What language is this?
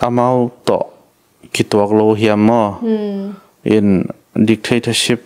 Tedim Chin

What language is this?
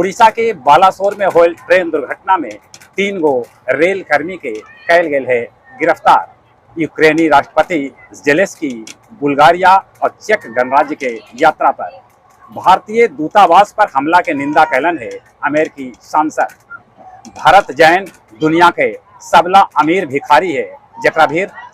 Magahi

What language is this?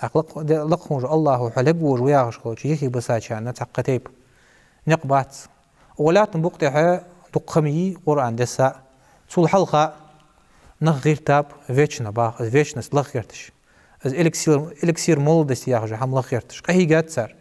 Ingush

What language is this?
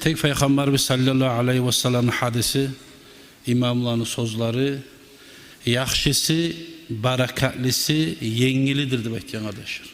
Kumyk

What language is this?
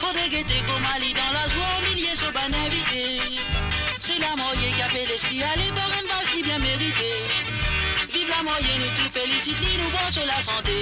Morisyen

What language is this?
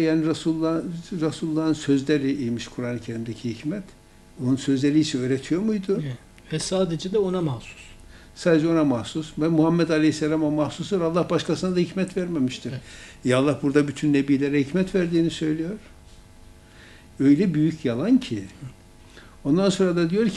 Turkish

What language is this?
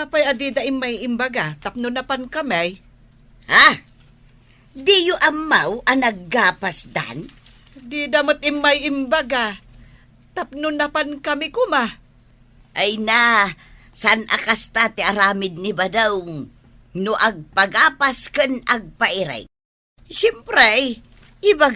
Iloko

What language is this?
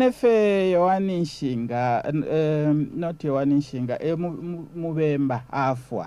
Bemba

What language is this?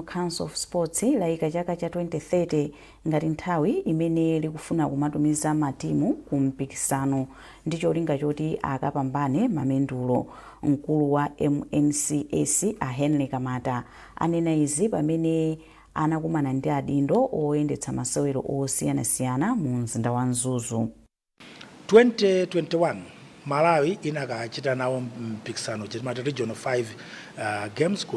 Nyanja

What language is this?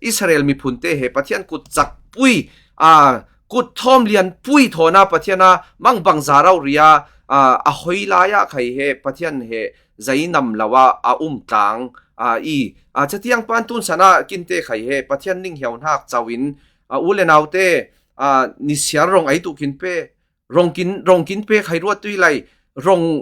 Falam Chin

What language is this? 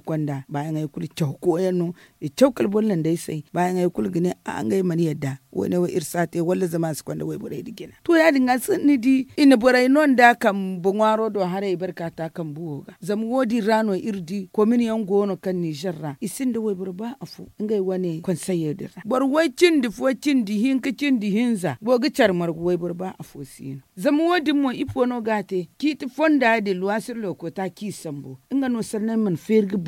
Zarma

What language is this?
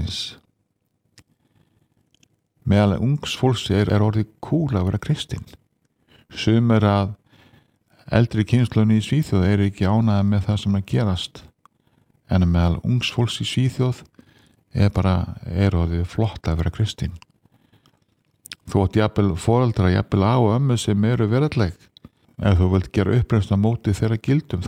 Icelandic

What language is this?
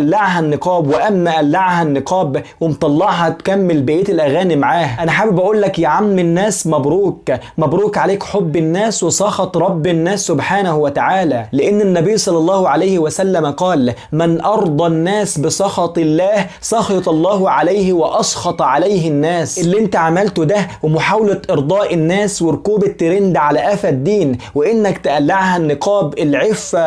Egyptian Arabic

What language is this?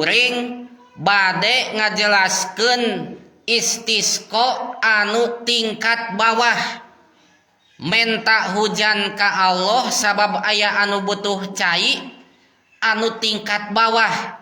Sundanese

